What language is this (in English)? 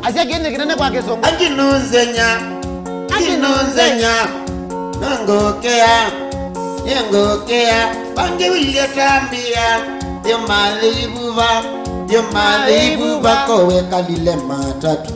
Kamba